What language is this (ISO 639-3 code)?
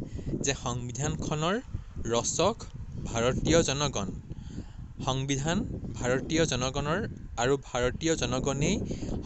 asm